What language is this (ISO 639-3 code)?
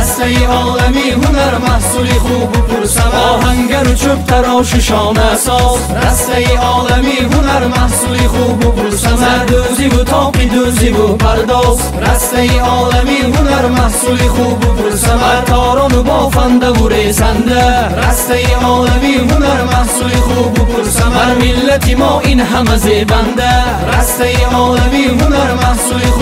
tgk